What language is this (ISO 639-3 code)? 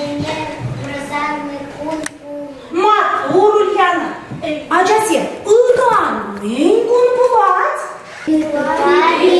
chv